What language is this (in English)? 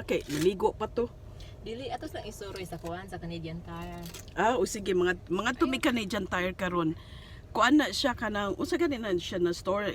Cebuano